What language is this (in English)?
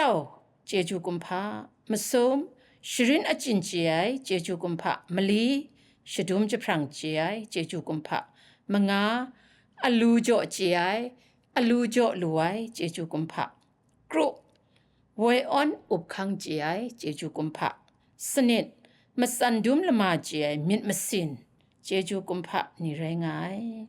Kachin